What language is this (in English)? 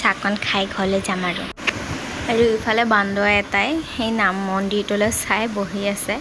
Assamese